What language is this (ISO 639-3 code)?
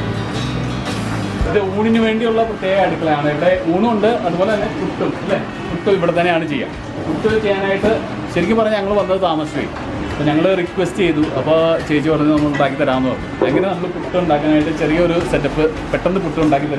mal